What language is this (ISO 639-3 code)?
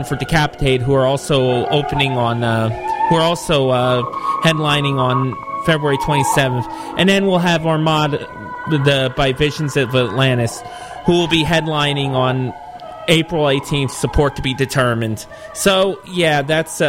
eng